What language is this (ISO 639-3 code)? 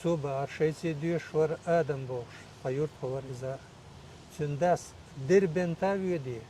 che